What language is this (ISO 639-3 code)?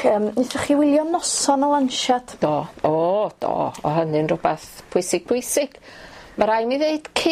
cym